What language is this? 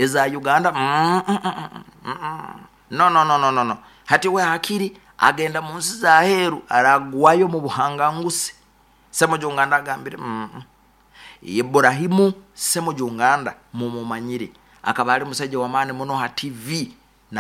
Nyoro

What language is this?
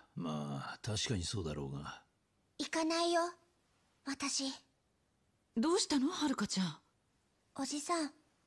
Japanese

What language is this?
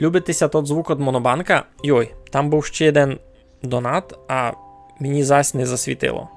Rusyn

